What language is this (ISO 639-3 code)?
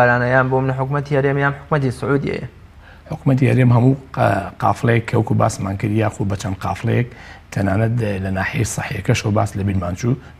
ckb